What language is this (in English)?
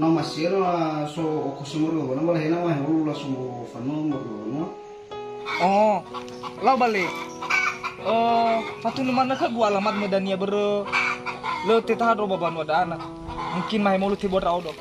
Nias